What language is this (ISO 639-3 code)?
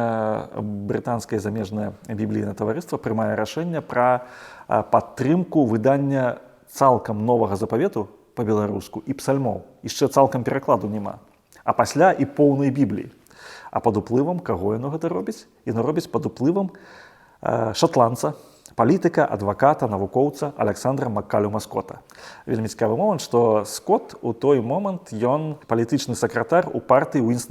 bel